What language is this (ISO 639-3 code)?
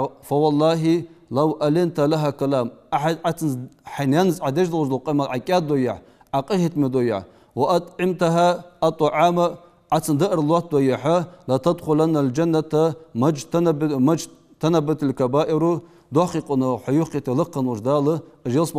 inh